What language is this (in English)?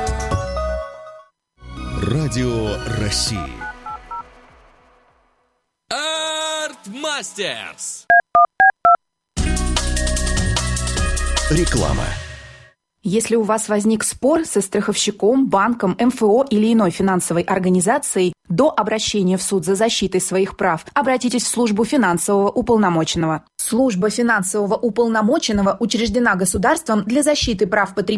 Russian